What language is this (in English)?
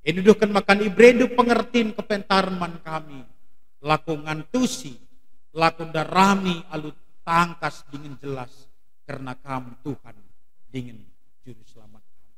Batak Karo